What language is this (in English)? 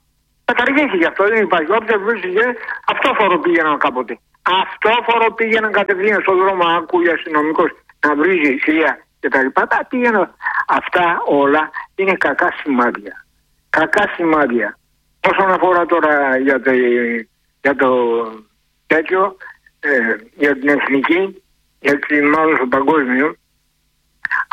Greek